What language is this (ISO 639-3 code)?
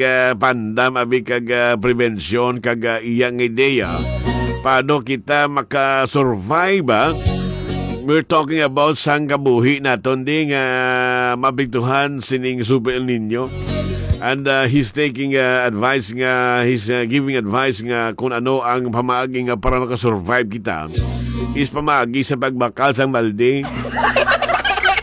hil